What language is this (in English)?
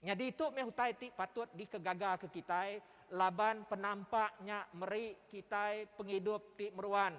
Iban